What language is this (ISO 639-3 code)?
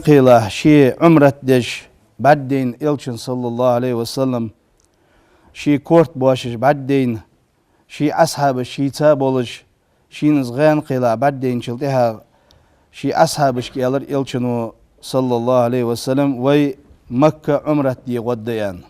inh